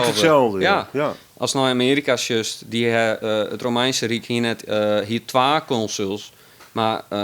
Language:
Western Frisian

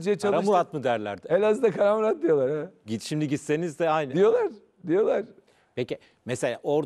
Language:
Turkish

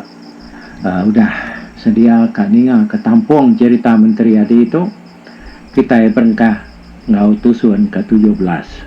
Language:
Iban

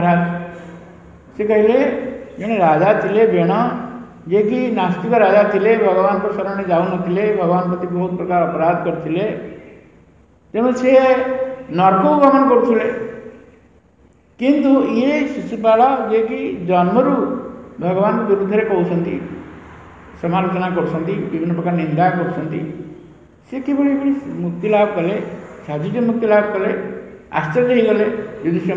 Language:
Odia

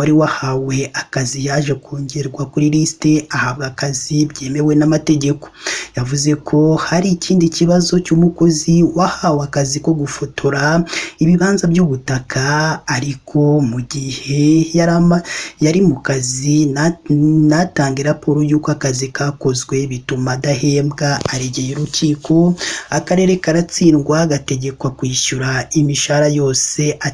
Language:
Kinyarwanda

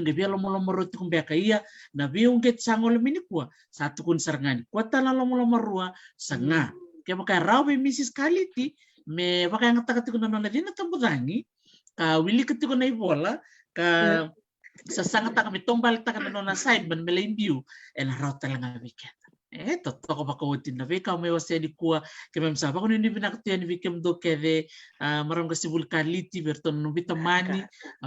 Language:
Fijian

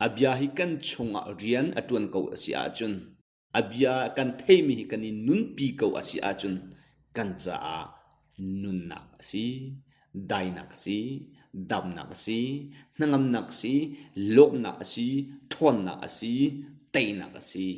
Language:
Hakha Chin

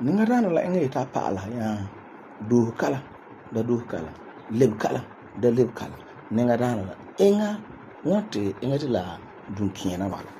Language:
Frafra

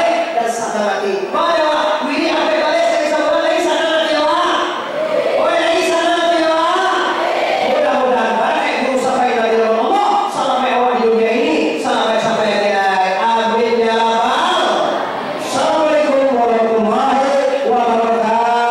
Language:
Minangkabau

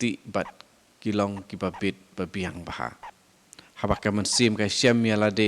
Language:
Khasi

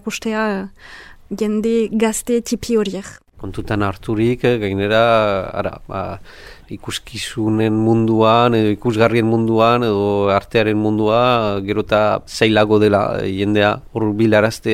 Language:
Basque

